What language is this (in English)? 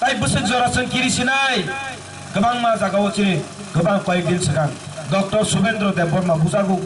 Kok Borok